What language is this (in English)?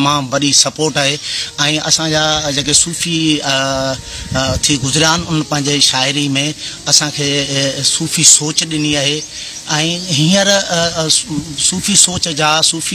Sindhi